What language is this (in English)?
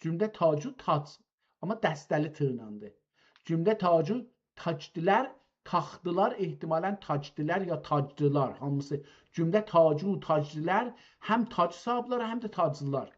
South Azerbaijani